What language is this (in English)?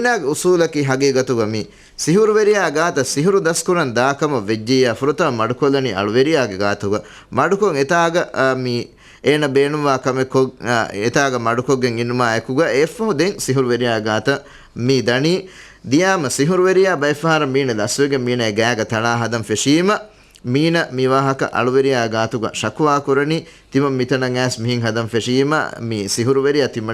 Divehi